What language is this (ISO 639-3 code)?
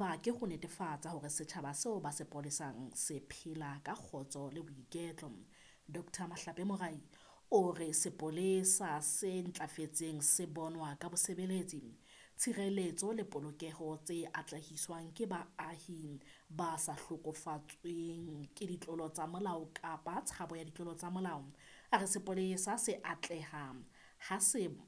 sot